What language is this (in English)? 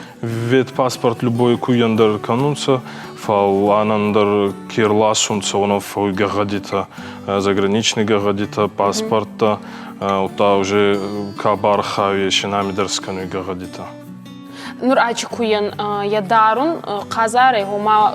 Ossetic